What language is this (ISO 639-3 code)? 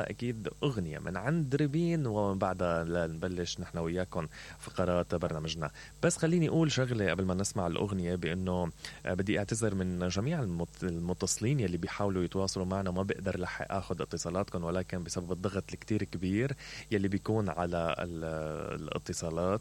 acm